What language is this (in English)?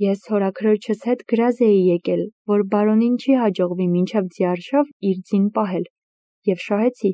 Armenian